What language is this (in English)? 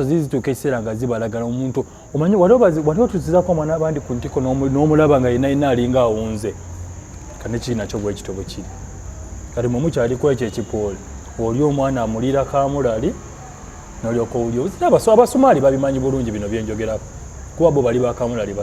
Ganda